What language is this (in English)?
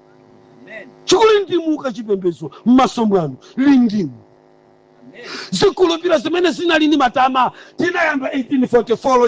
Nyanja